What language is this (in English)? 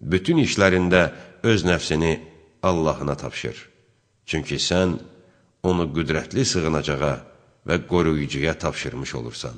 Azerbaijani